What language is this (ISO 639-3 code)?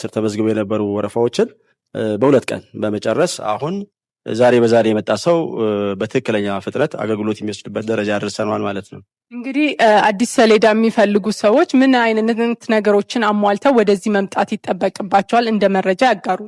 amh